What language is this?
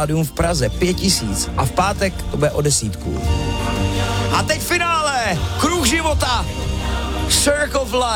Czech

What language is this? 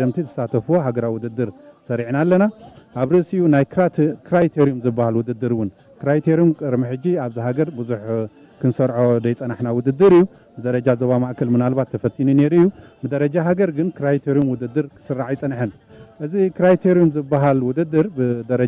Tigrinya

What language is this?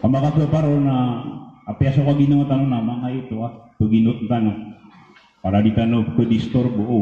Maranao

